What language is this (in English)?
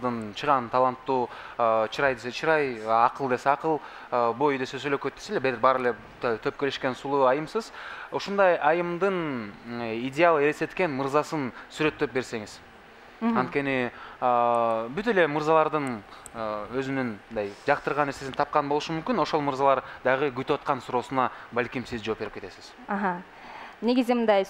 Kyrgyz